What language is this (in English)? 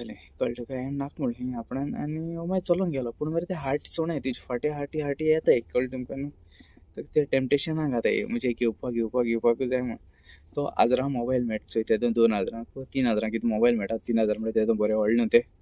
Konkani